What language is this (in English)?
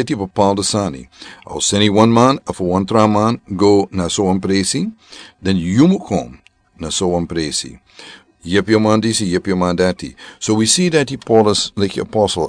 Sranan Tongo